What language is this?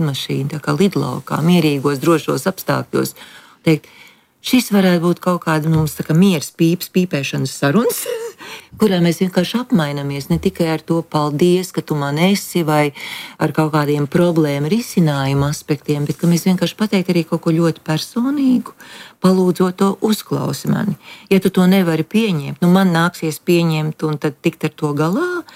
Latvian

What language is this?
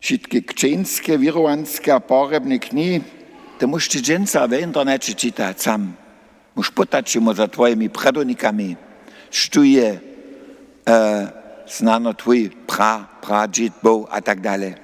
Upper Sorbian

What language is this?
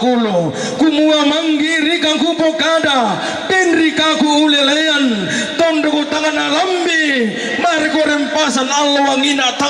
Toraja-Sa'dan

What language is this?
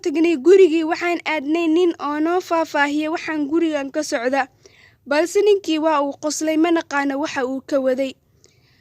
Somali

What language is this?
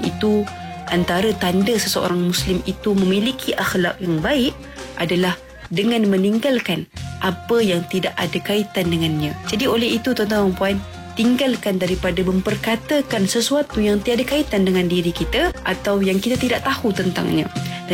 Malay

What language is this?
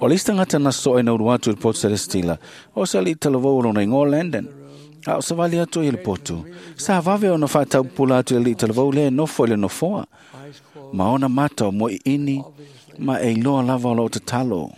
Samoan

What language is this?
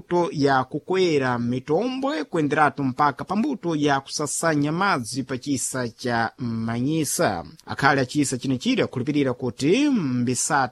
Sena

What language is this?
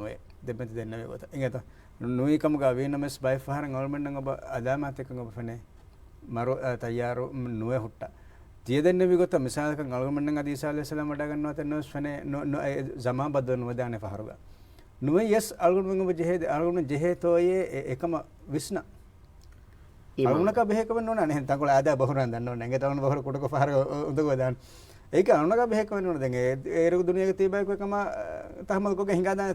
Divehi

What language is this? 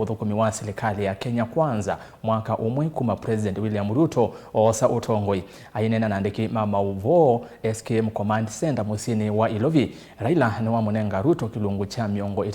Kamba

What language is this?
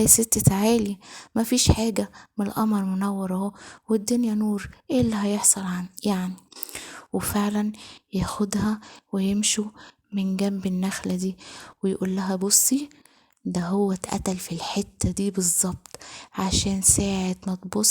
Egyptian Arabic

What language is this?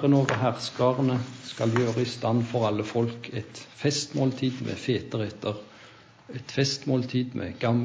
Norwegian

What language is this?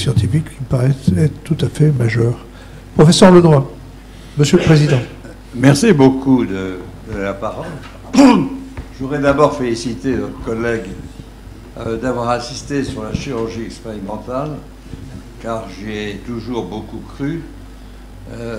French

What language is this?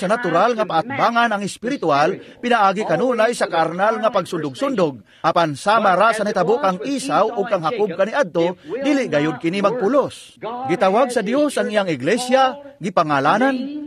Cebuano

